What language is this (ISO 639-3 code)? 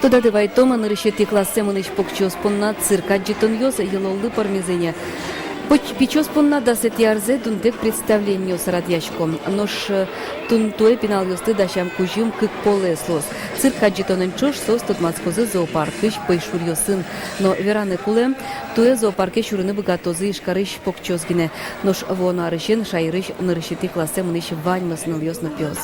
udm